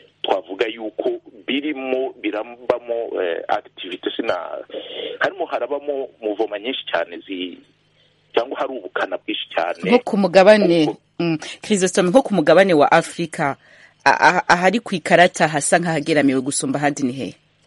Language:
Kinyarwanda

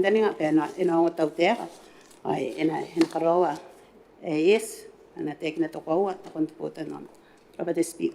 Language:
Gilbertese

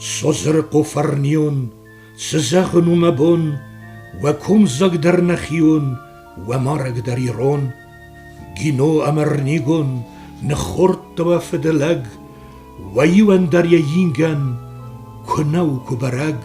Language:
Ossetic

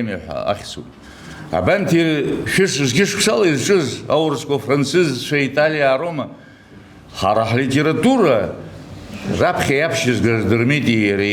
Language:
Abkhazian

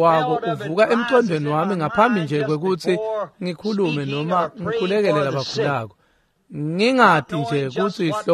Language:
Swati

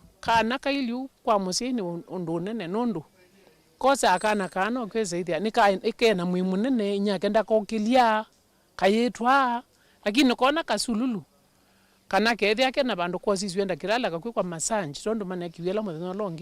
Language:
Kamba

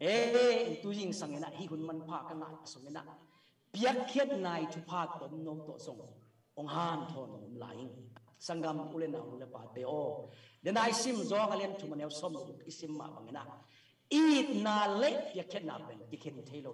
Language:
Tedim Chin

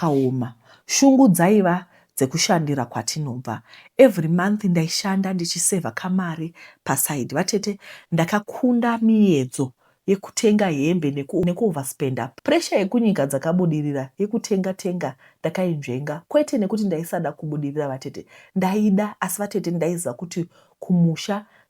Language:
Shona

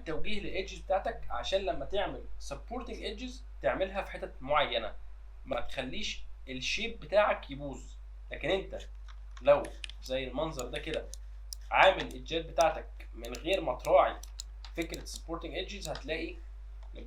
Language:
Egyptian Arabic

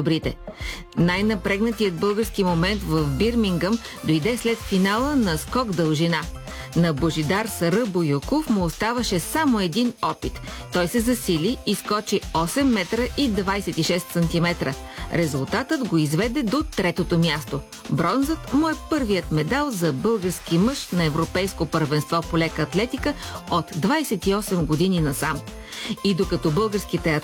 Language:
Bulgarian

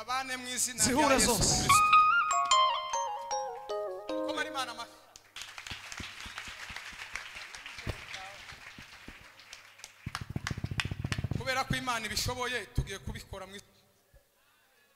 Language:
Kinyarwanda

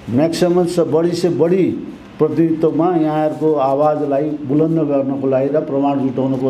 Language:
Nepali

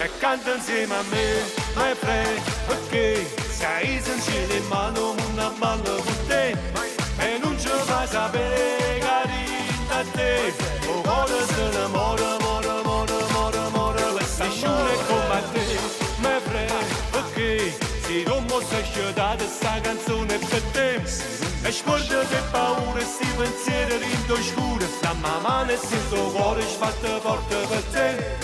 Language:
Neapolitan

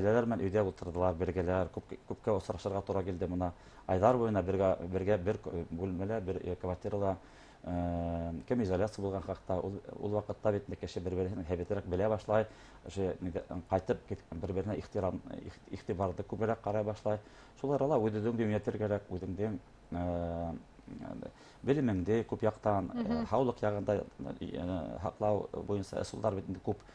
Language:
Bashkir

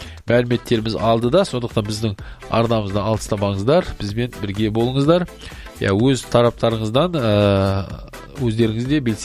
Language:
Kazakh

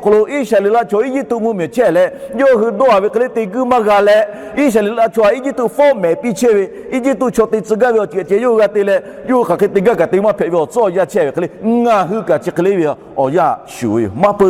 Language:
Lahu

